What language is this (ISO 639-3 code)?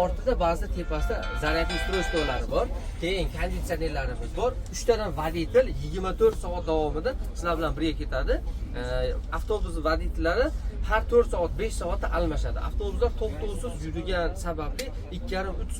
uzb